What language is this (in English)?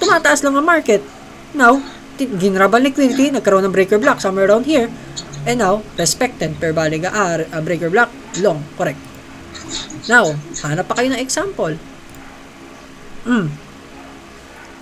Filipino